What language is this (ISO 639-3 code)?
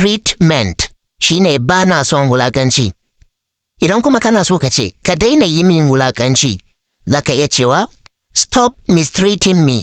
hau